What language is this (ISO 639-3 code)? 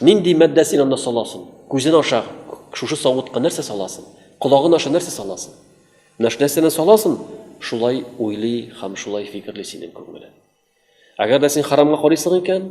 tat